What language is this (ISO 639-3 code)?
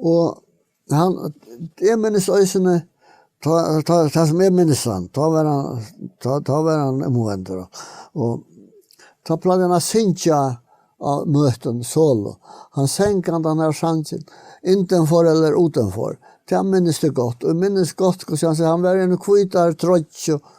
fao